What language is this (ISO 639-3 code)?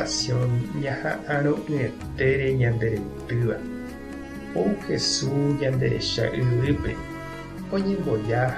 grn